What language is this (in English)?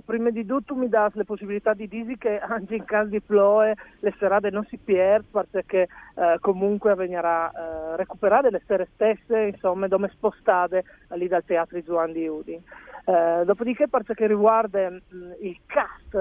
Friulian